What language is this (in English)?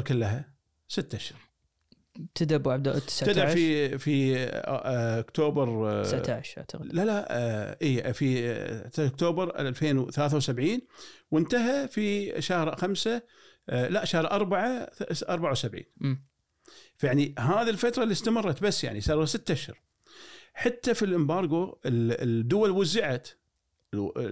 Gulf Arabic